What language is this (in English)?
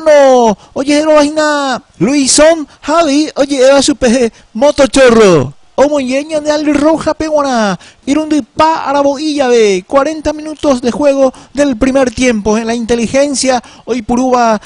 Guarani